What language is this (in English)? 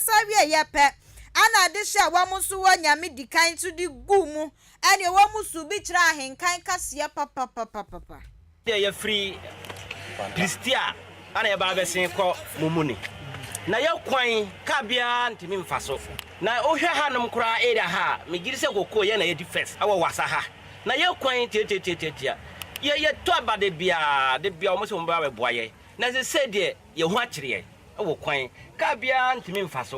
Akan